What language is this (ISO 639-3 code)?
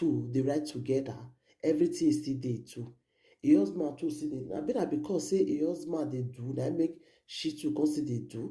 pcm